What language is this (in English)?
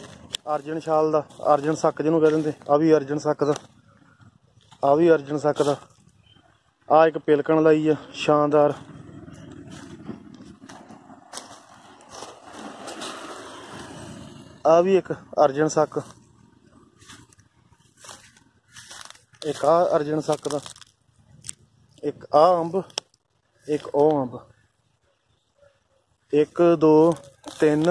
Punjabi